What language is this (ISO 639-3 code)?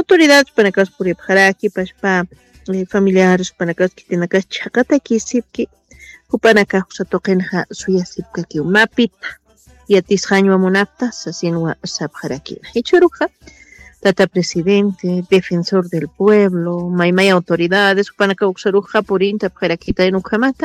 aym